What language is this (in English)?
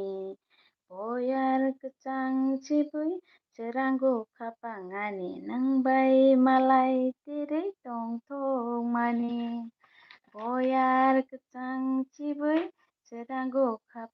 Kok Borok